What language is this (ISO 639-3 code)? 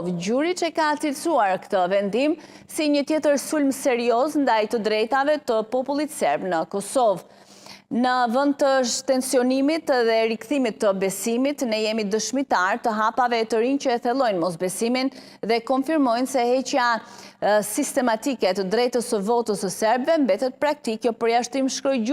sqi